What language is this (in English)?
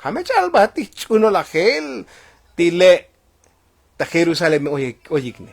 Tzotzil